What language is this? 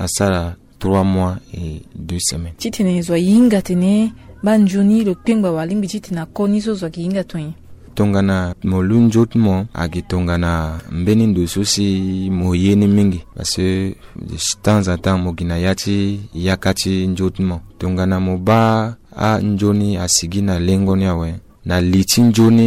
Sango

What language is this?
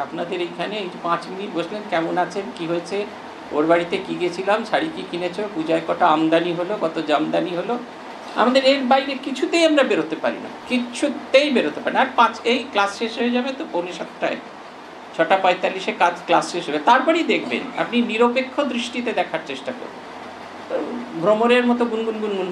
Bangla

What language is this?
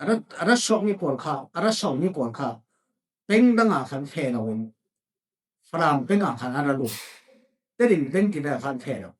Falam Chin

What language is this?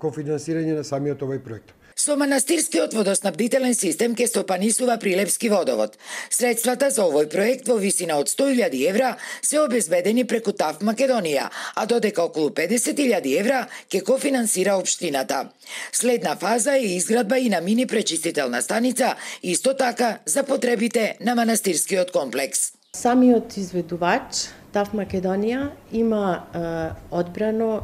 Macedonian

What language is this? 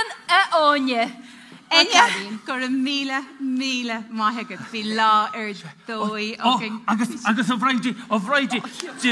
Irish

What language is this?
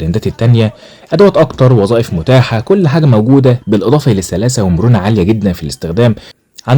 Egyptian Arabic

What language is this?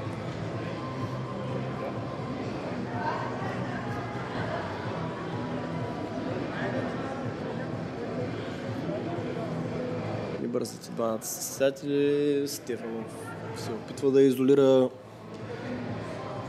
Bulgarian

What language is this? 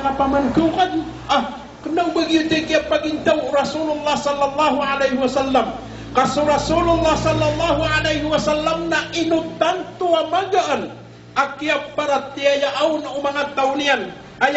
Maranao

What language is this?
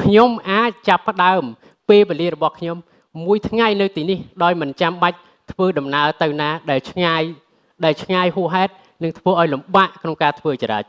Khmer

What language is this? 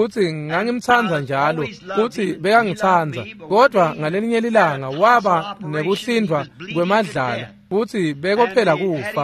Swati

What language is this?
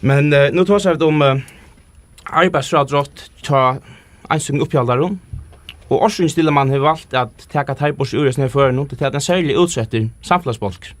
Faroese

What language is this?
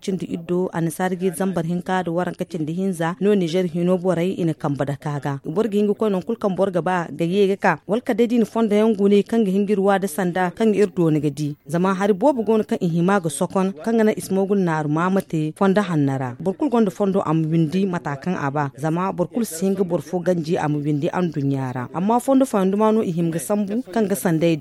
Zarma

